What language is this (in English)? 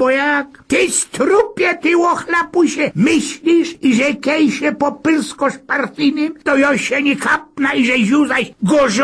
Silesian